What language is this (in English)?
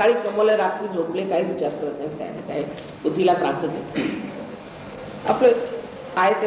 Marathi